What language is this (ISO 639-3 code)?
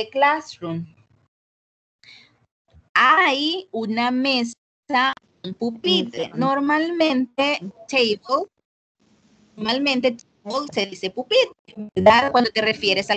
spa